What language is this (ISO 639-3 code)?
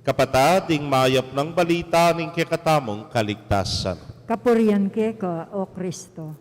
pam